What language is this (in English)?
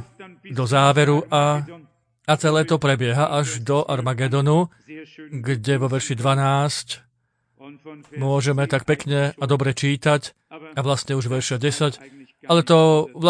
Slovak